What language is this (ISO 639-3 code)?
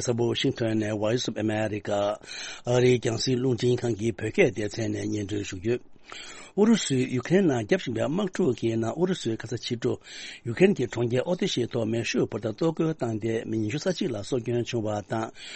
bod